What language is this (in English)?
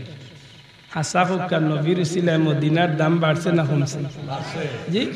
Sylheti